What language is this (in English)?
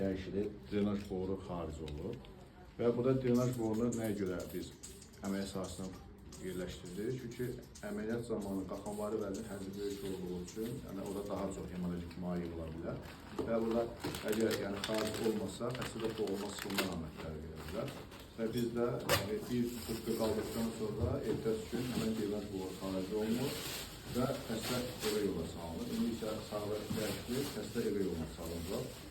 Azerbaijani